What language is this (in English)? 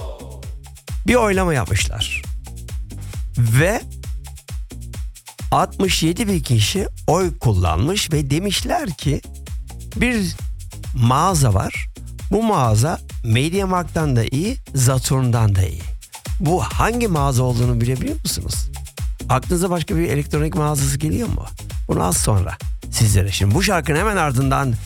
Turkish